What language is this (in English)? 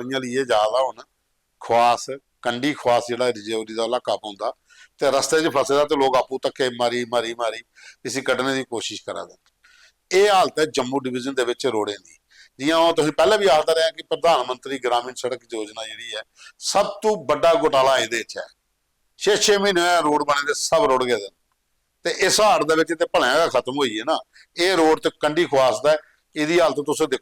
Dogri